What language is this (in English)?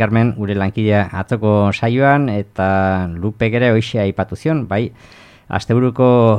Basque